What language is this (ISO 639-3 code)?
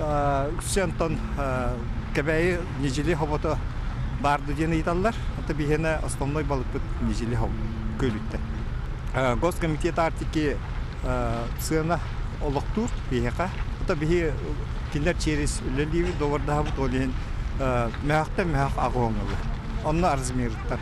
sah